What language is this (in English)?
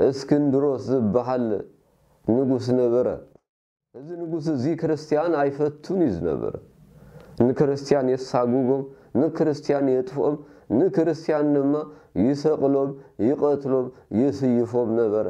Tigrinya